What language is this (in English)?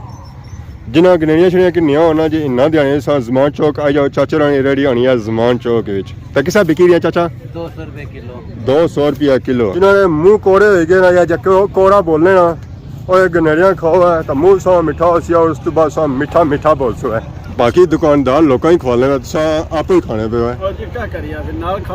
Pahari-Potwari